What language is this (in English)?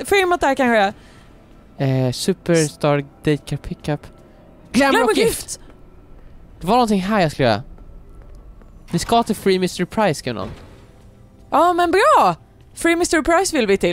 Swedish